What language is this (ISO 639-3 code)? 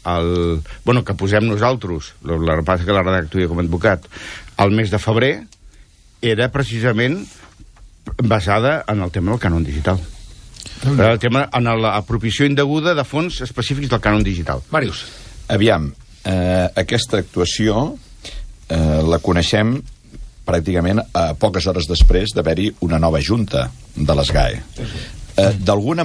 cat